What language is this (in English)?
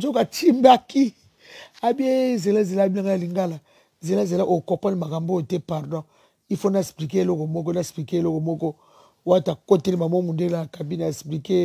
Lingala